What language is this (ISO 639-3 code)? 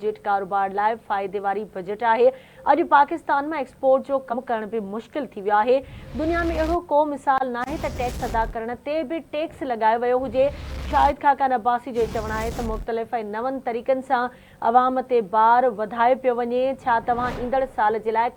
snd